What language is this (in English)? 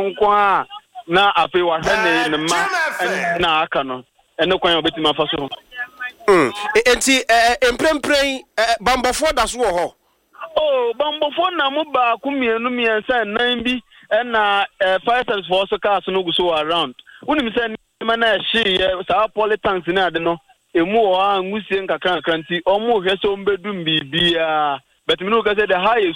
Akan